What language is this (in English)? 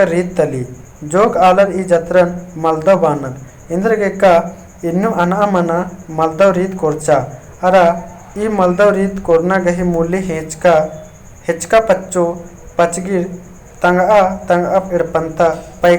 Kurukh